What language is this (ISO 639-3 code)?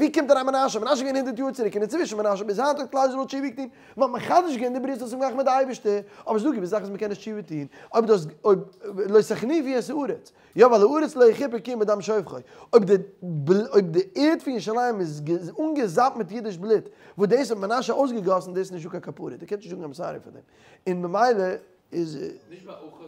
yid